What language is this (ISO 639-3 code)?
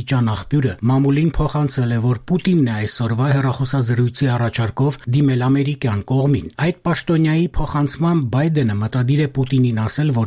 hye